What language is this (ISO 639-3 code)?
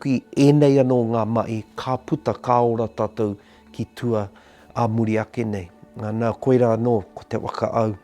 mri